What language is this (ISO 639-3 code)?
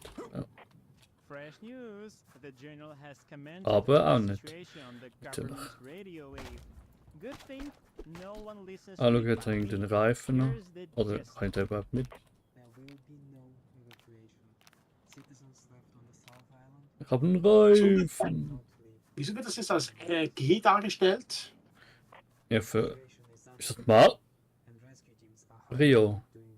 gsw